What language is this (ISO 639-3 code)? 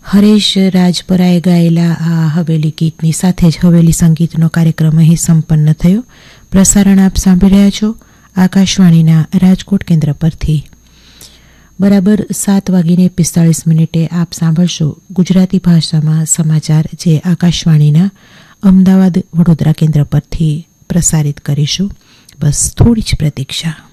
guj